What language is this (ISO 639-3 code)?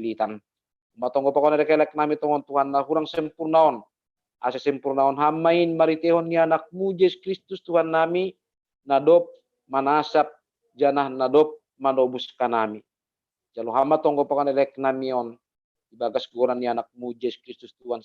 bts